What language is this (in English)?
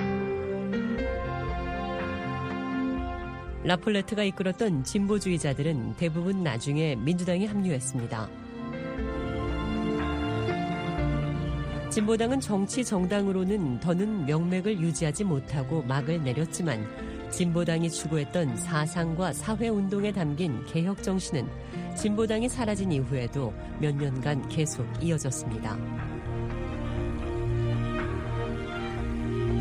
Korean